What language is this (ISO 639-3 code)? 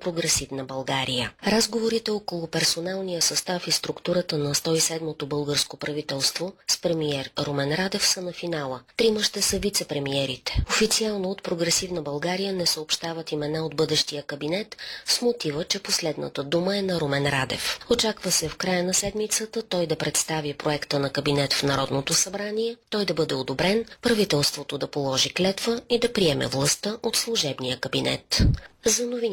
bul